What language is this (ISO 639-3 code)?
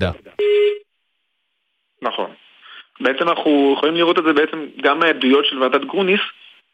heb